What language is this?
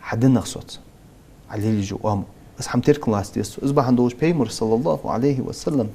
Ingush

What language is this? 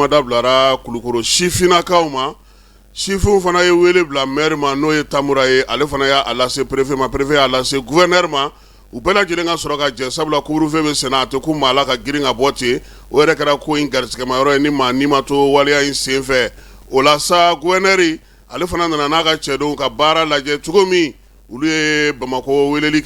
Bambara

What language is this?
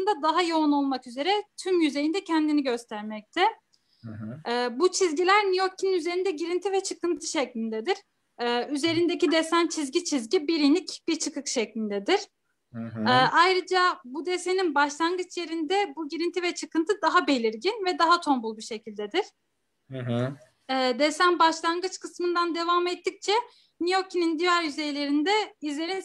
Turkish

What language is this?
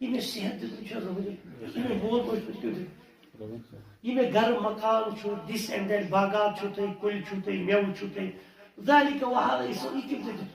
Kashmiri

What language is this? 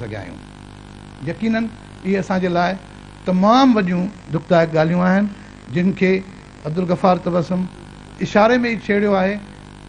Sindhi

